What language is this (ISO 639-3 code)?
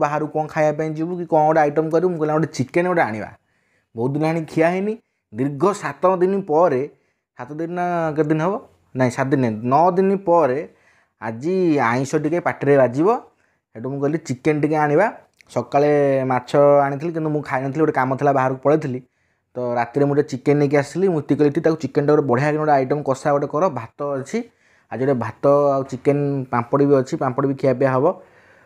ori